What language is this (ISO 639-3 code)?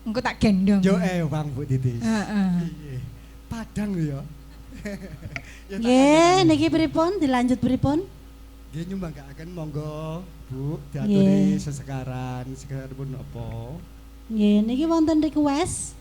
jav